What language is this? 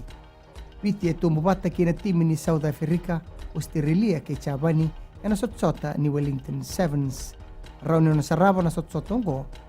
Fijian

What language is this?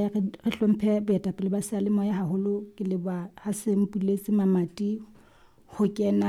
Southern Sotho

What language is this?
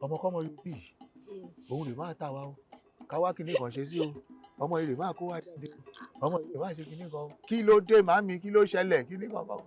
Yoruba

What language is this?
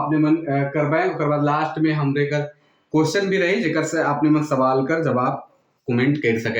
Sadri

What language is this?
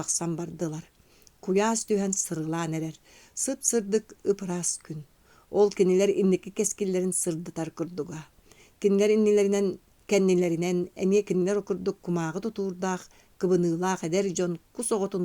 Yakut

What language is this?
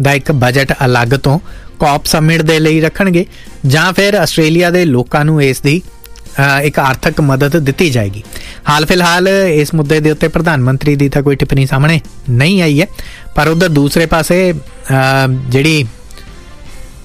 Punjabi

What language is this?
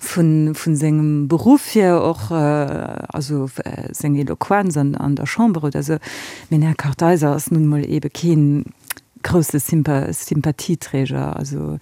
Luxembourgish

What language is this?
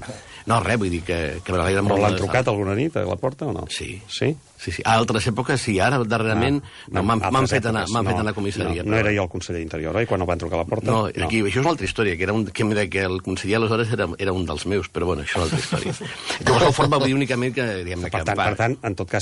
Catalan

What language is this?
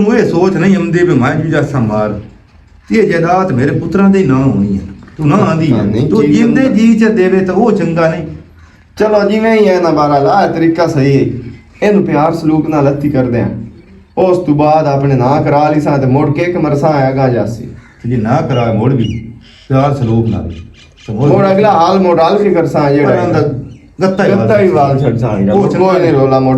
Western Panjabi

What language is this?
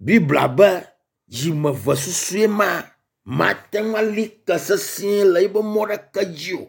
Ewe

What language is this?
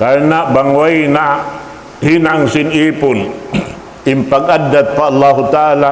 Tausug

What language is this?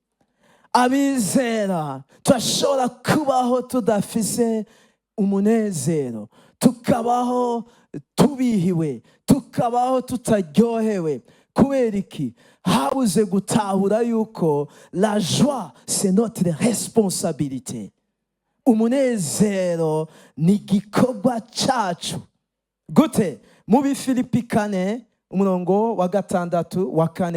Rundi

